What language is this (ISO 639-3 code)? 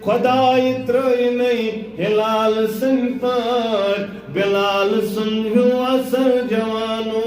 kas